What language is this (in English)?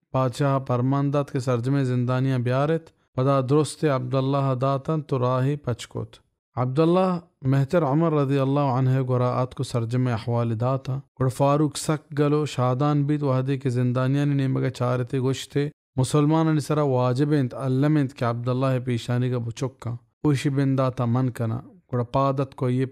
Baluchi